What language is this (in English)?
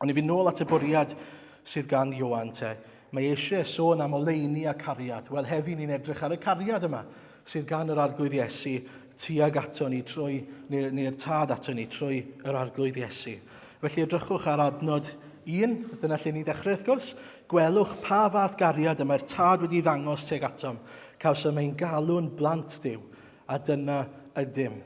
Welsh